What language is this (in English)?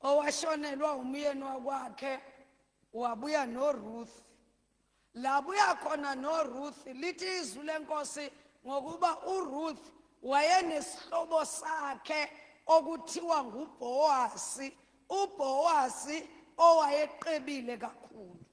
Zulu